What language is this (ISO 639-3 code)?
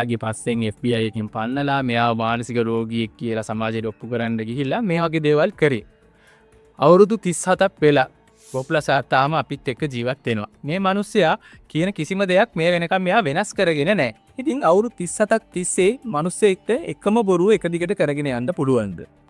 sin